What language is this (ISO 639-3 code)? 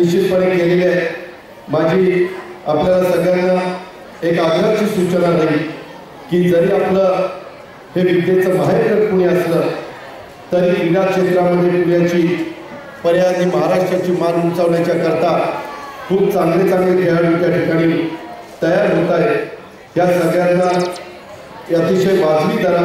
mar